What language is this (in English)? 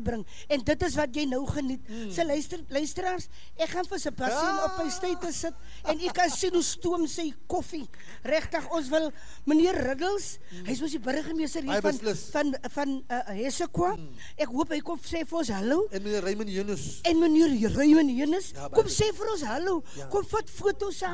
Afrikaans